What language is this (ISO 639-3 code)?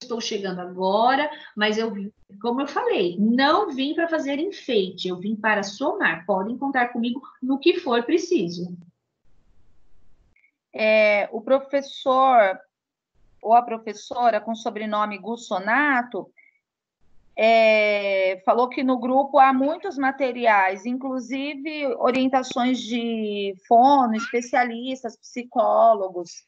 por